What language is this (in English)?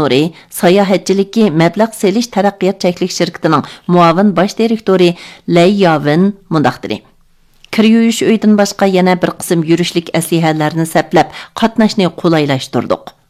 Uyghur